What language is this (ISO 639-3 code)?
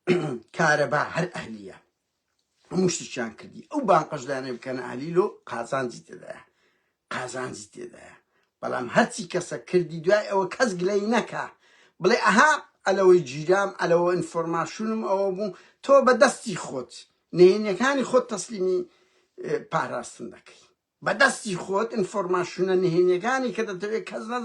ckb